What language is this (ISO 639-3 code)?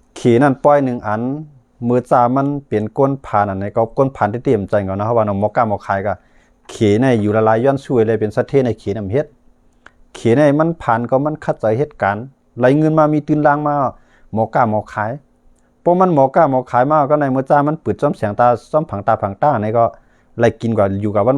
shn